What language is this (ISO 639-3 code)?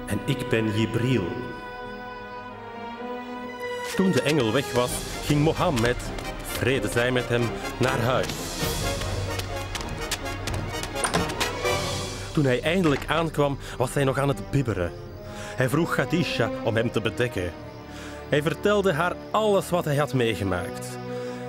nld